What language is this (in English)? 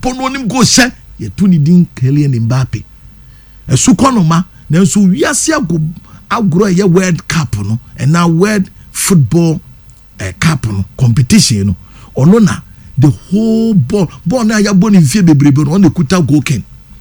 Akan